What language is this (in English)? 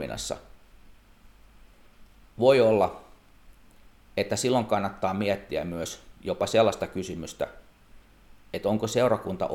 Finnish